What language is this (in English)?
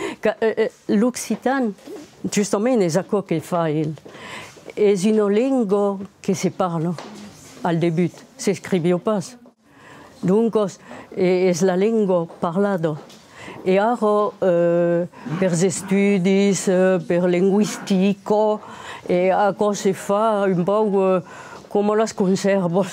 Occitan